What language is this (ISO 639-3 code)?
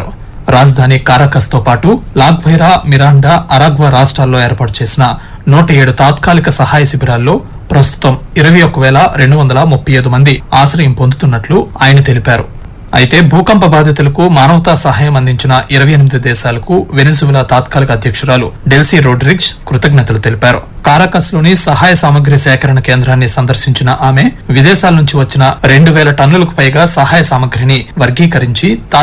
tel